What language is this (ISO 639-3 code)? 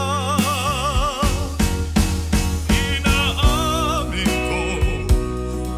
fil